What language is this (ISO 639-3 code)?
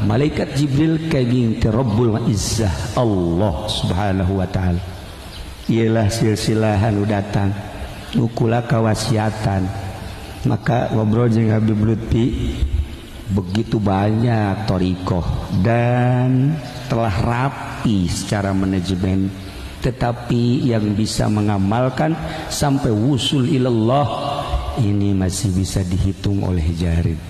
sun